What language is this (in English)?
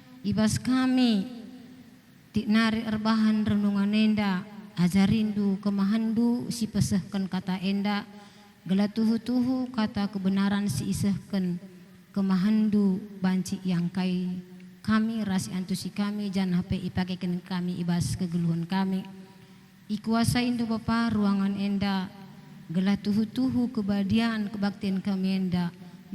Batak Karo